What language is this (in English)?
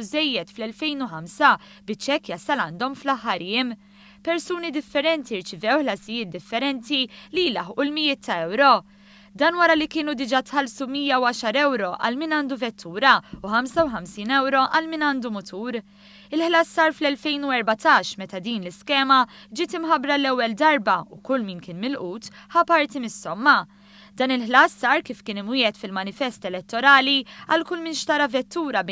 Maltese